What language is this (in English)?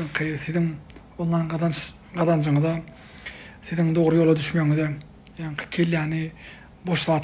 Turkmen